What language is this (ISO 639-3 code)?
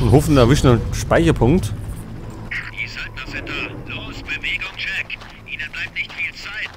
bar